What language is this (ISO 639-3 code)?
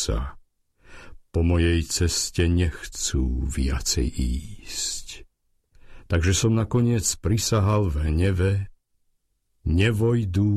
slk